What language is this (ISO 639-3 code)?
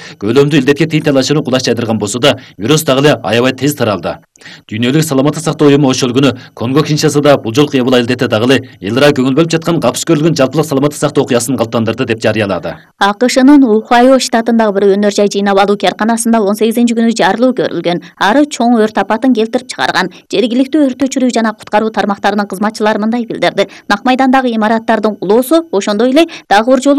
kir